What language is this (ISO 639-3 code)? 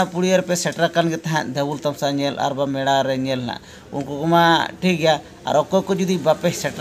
sat